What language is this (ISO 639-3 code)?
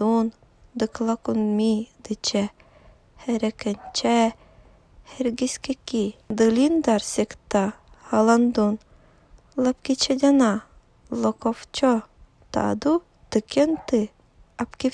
evn